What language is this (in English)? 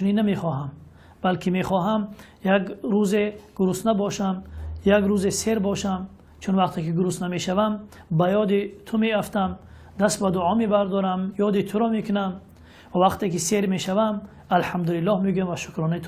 Tajik